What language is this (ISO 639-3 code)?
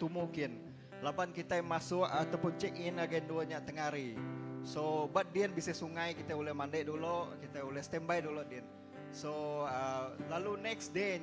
iba